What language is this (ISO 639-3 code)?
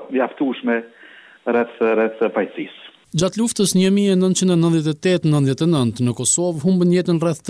sqi